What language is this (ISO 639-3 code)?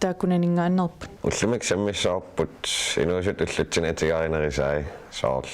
kal